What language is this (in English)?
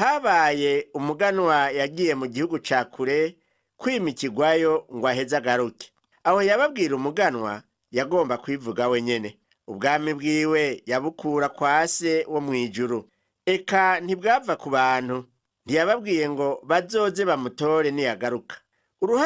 Rundi